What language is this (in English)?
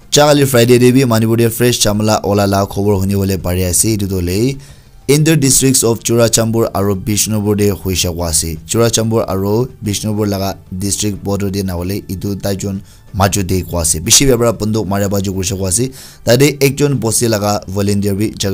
Naga Pidgin